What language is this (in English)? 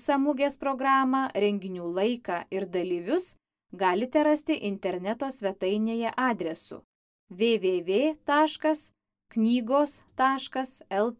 Lithuanian